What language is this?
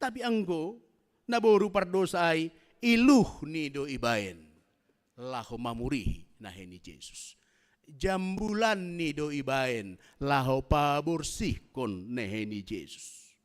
Batak Simalungun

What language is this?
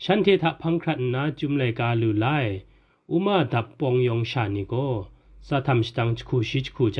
Kachin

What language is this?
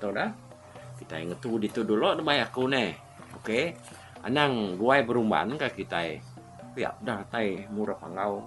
Iban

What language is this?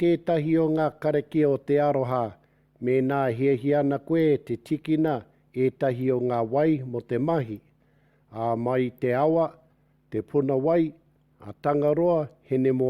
Māori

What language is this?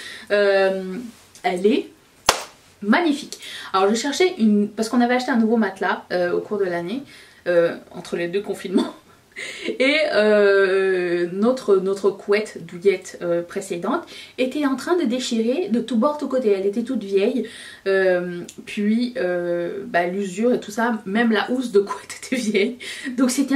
French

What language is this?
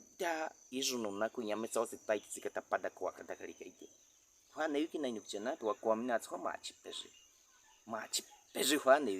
Baniwa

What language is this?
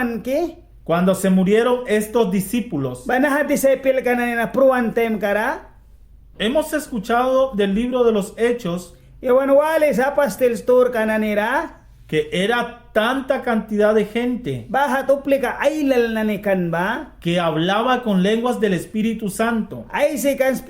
Mískito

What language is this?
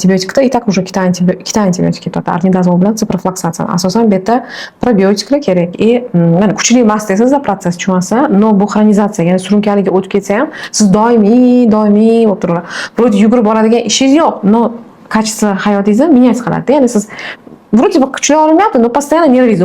Uzbek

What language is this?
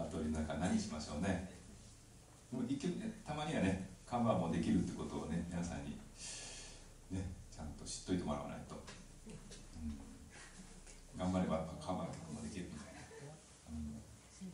Japanese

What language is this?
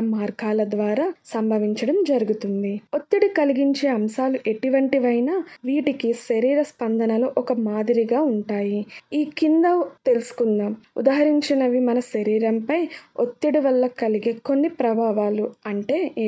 Telugu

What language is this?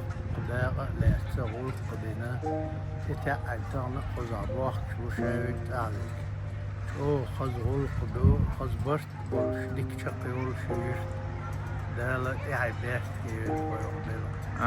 Chechen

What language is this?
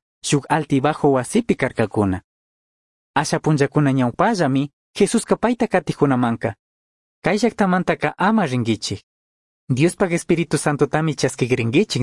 Chimborazo Highland Quichua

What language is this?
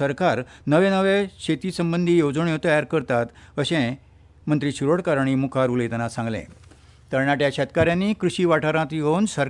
Konkani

